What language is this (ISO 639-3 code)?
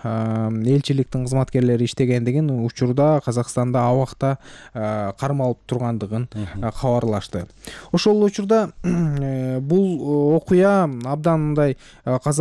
kir